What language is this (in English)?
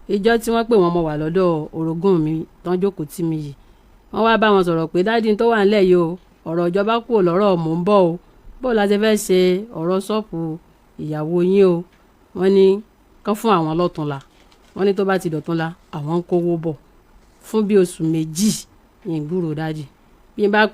Yoruba